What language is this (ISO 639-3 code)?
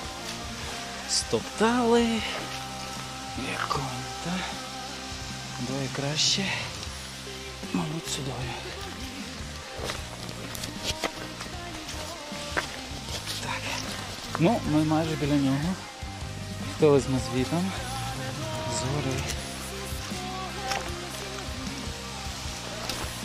ukr